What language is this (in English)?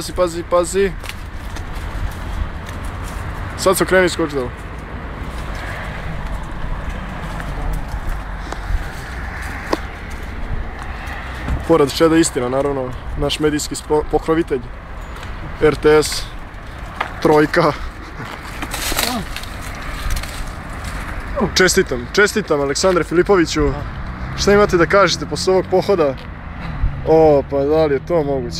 Serbian